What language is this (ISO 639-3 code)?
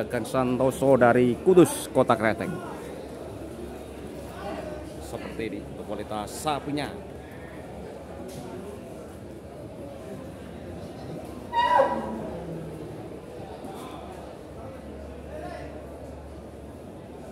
ind